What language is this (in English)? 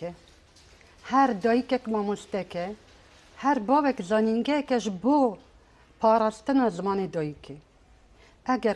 Kurdish